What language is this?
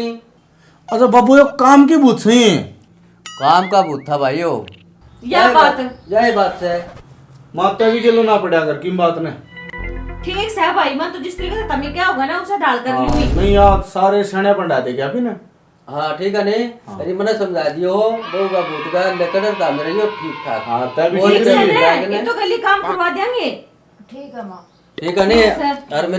Haryanvi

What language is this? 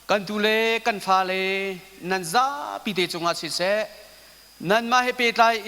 Hakha Chin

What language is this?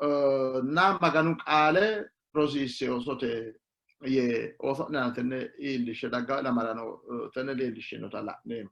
Sidamo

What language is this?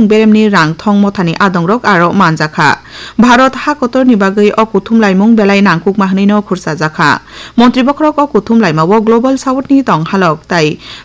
Kok Borok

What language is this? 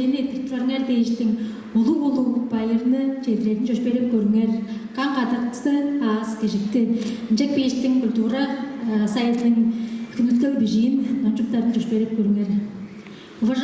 Tuvinian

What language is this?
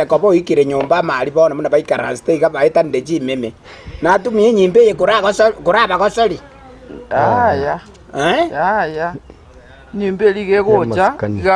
Gusii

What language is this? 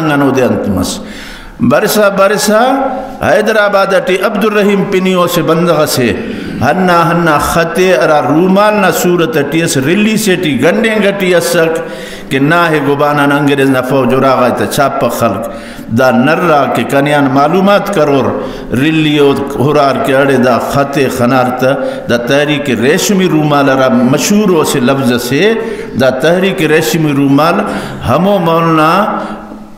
Brahui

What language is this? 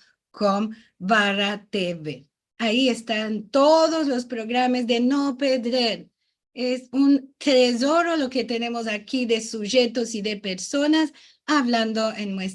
Ladino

